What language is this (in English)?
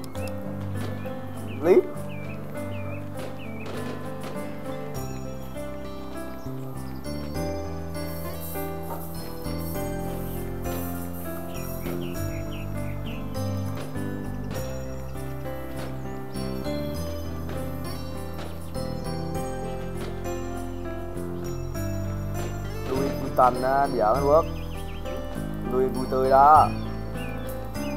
Vietnamese